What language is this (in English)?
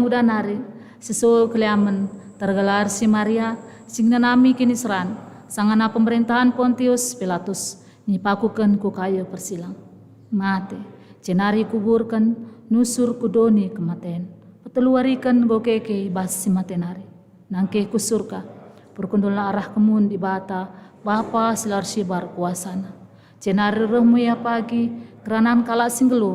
Batak Karo